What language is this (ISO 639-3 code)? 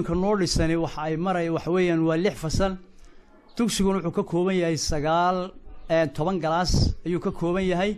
som